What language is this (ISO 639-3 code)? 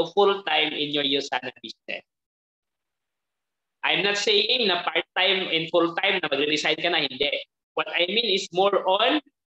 fil